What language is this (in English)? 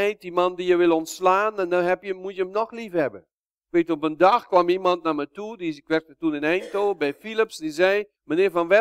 Dutch